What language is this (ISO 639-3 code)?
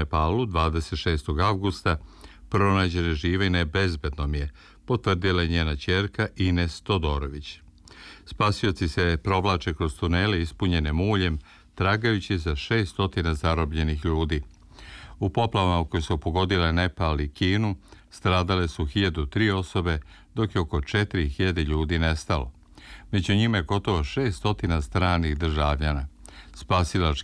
srp